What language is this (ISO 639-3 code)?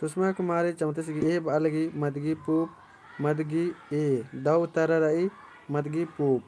kru